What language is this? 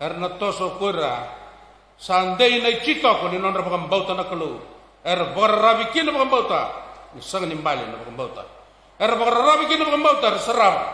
Fijian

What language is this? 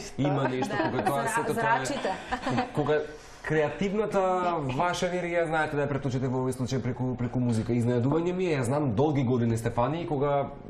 Macedonian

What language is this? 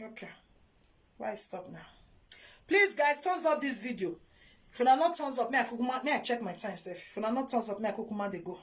Nigerian Pidgin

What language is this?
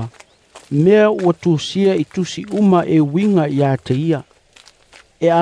Samoan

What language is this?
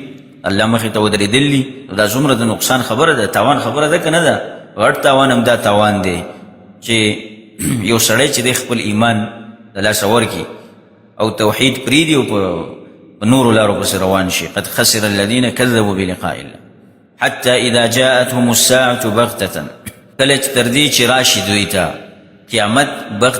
Pashto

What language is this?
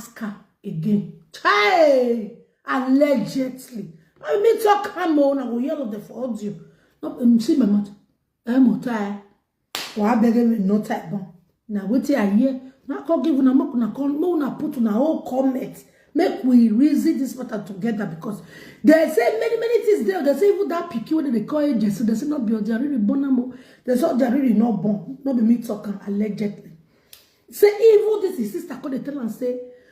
Nigerian Pidgin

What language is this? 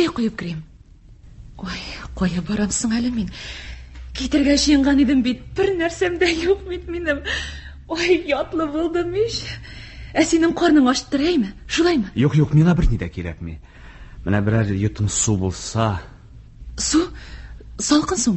Tatar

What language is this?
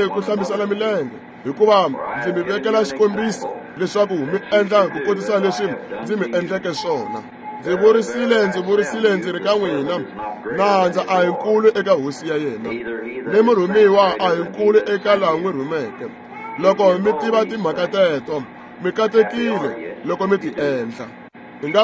Tsonga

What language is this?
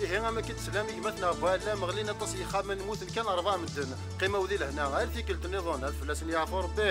Kabyle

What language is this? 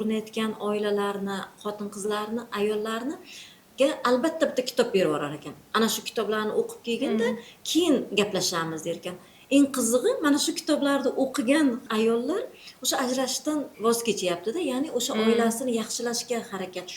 Uzbek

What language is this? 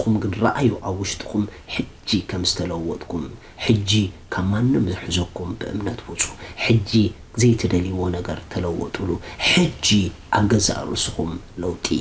Tigrinya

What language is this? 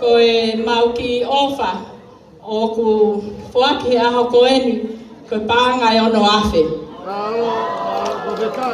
Tongan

